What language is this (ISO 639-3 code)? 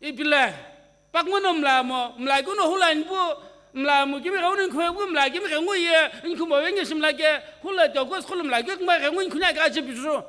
nsm